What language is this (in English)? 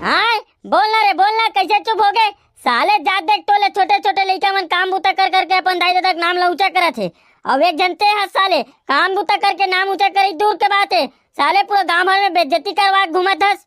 Chhattisgarhi